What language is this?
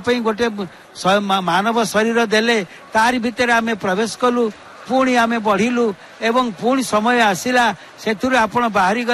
Odia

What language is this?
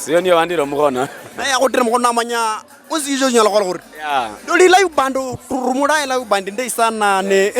Luyia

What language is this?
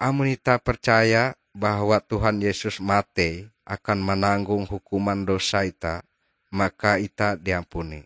Ngaju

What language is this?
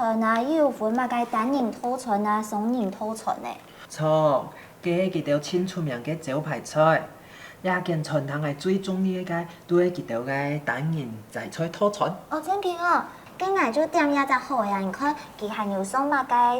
Hakka Chinese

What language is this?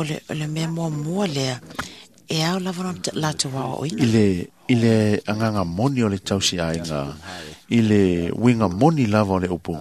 Samoan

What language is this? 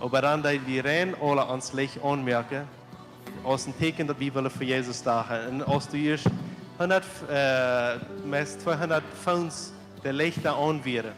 Plautdietsch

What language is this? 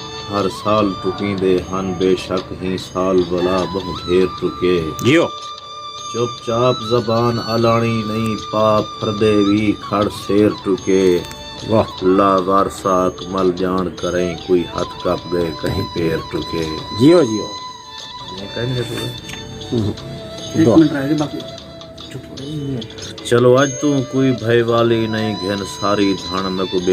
Saraiki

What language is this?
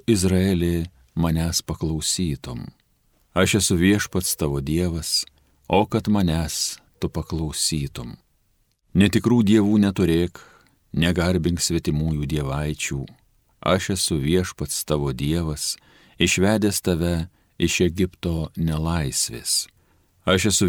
Lithuanian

